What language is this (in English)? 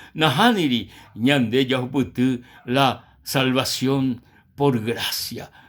Guarani